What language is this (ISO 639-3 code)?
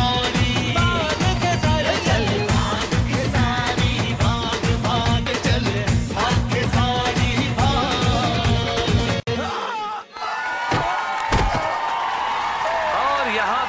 bho